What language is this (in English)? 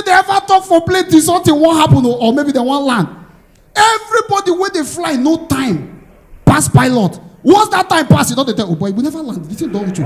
Nigerian Pidgin